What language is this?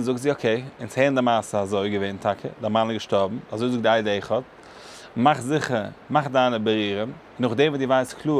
Yiddish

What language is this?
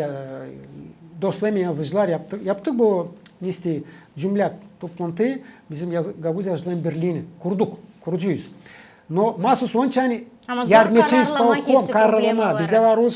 Gagauz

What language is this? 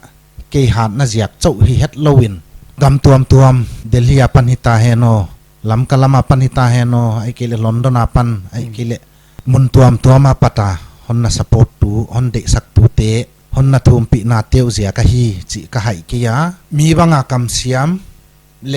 Paite Chin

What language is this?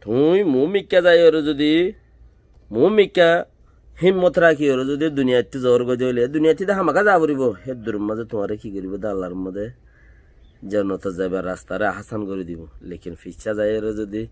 Rohingya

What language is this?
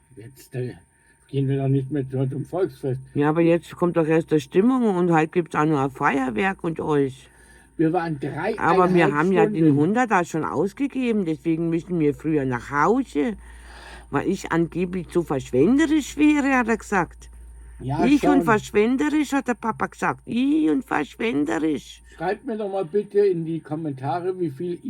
Bavarian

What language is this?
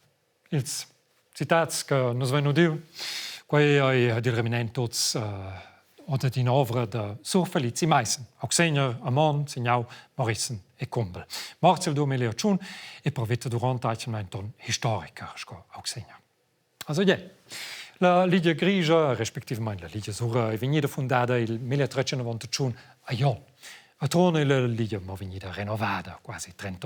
Romansh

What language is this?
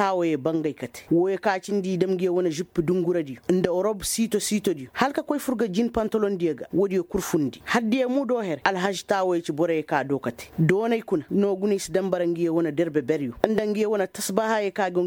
Koyraboro Senni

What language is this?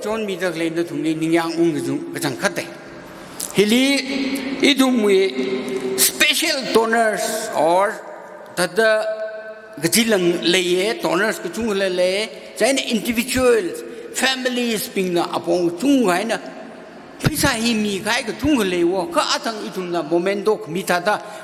Tangkhul Naga (India)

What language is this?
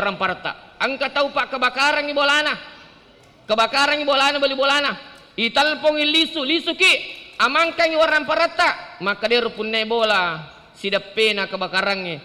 Buginese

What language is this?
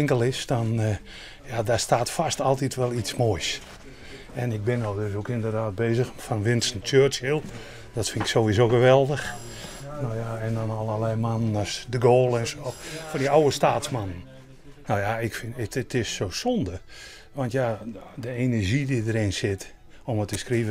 Western Frisian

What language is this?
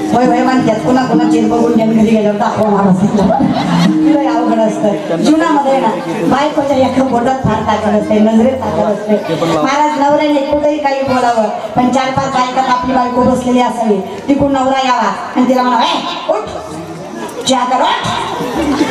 Marathi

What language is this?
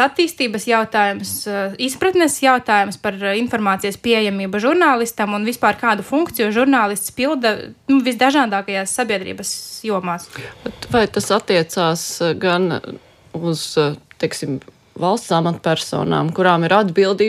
Latvian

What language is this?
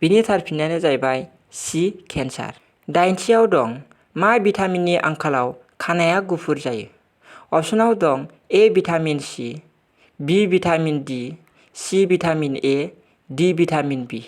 Bodo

